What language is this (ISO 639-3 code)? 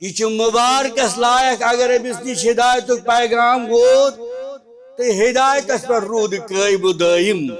kas